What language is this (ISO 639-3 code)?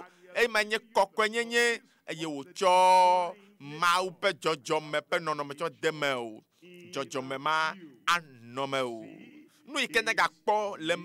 ewe